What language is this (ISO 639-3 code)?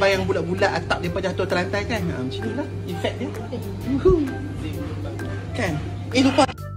msa